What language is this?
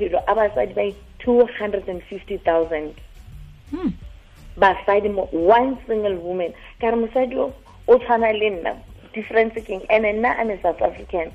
Tswana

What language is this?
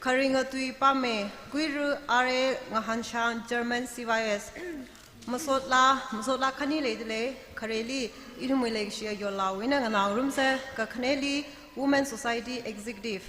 Tangkhul Naga (India)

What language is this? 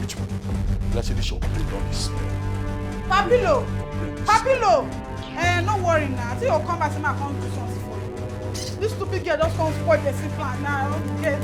Nigerian Pidgin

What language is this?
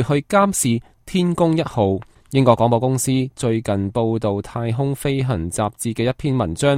Cantonese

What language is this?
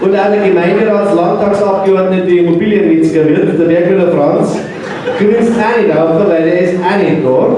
Bavarian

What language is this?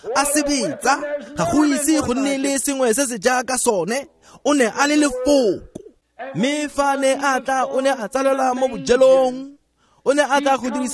Tswana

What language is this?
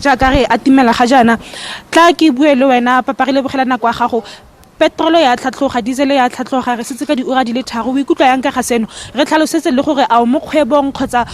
Tswana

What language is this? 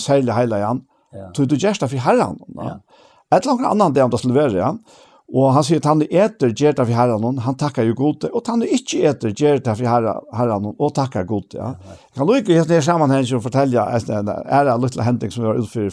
Faroese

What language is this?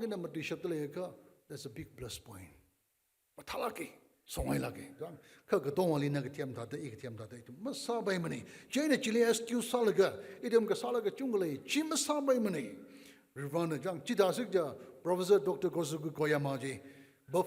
Tangkhul Naga (India)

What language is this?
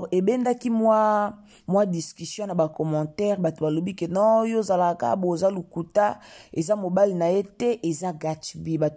Lingala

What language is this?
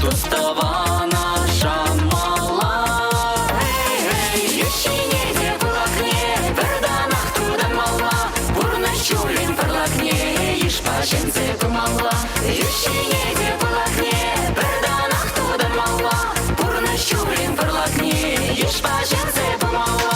Chuvash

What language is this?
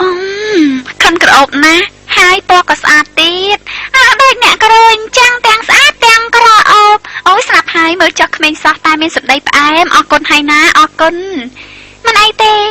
Khmer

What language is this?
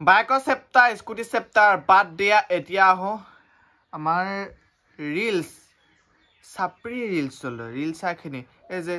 Assamese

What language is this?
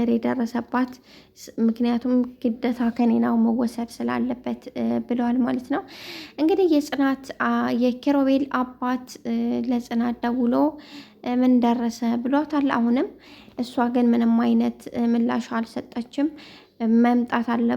Amharic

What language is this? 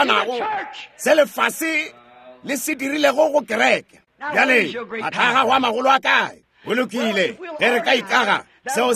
Northern Sotho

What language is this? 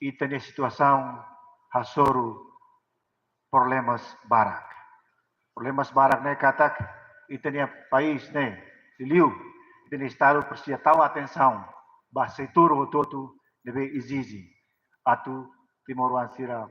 Tetum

